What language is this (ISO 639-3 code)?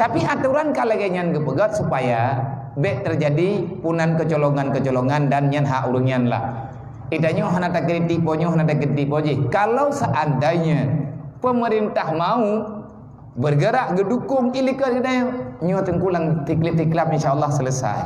ace